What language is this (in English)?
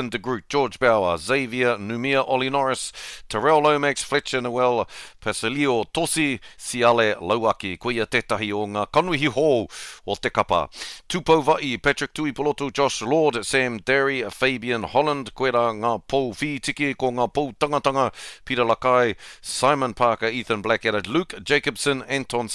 Māori